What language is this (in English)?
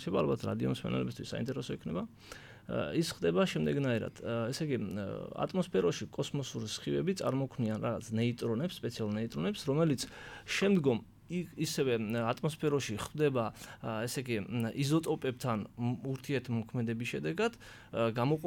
Georgian